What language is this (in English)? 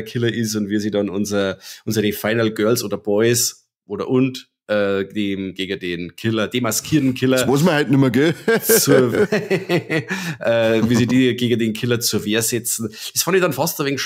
Bavarian